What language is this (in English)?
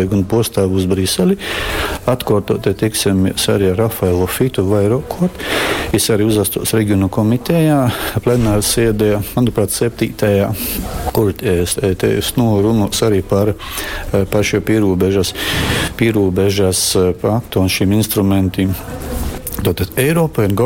Latgalian